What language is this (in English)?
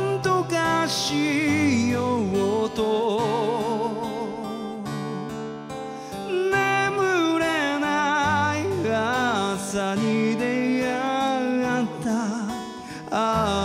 Japanese